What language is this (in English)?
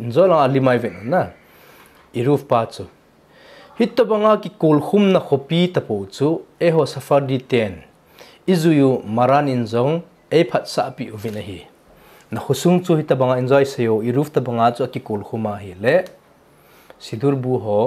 Thado Chin